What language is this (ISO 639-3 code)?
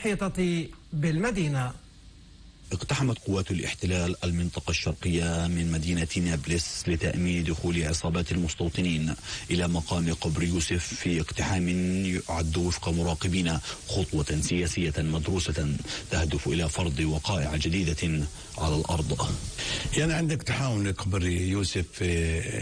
ara